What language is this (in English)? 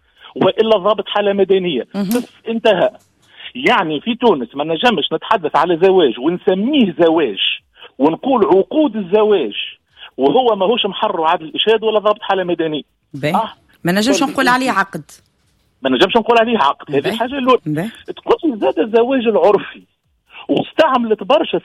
Tunisian Arabic